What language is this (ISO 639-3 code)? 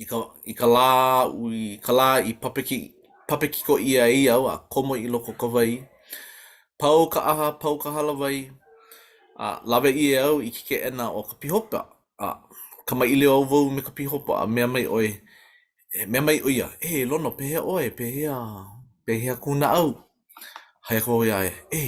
haw